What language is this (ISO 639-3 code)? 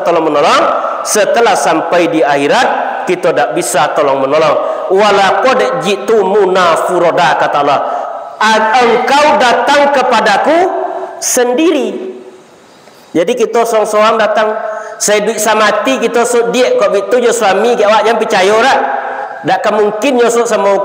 min